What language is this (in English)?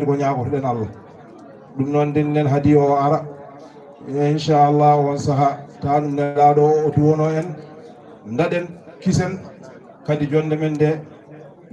Fula